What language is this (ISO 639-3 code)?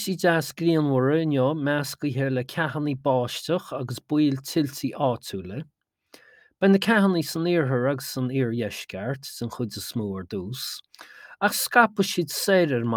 gle